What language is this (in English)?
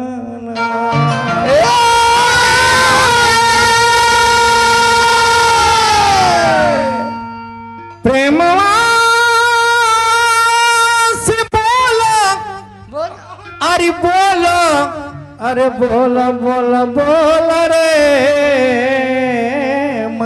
Bhojpuri